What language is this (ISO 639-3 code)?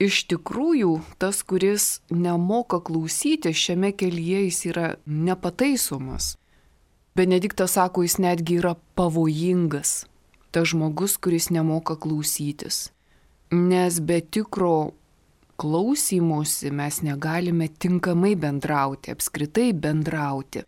lit